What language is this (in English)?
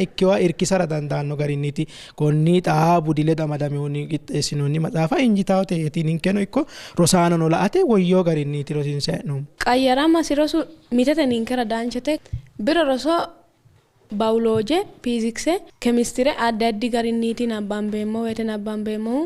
Sidamo